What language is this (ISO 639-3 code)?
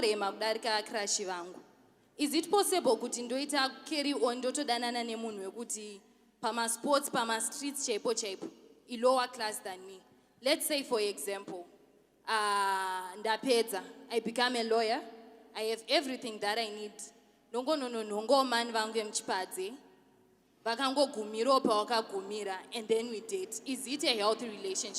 sna